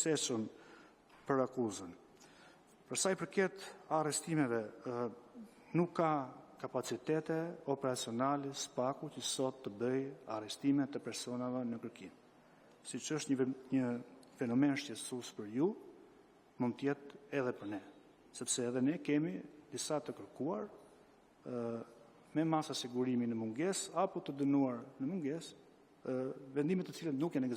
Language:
Albanian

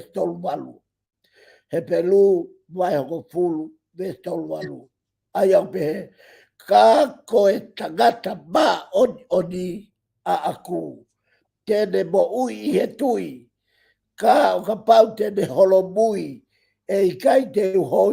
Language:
Tongan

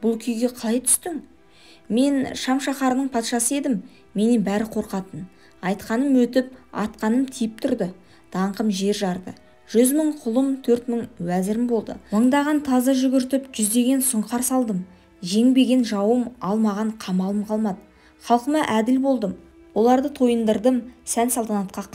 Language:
Kazakh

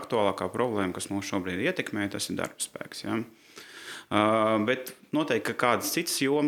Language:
Latvian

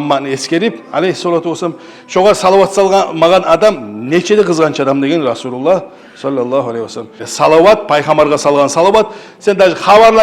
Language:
Kumyk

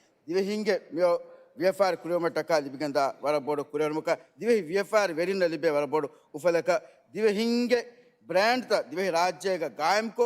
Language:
Divehi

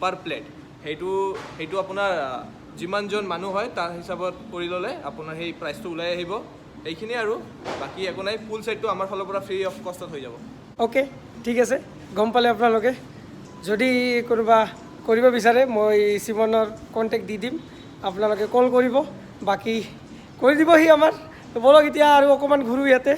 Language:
Assamese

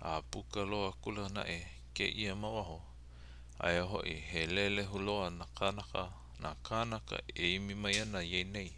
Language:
Hawaiian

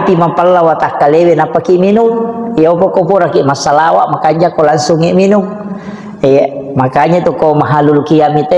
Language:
Buginese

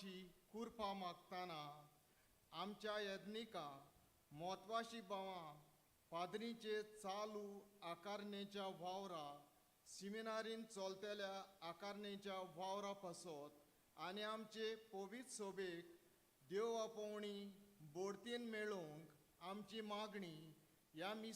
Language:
Konkani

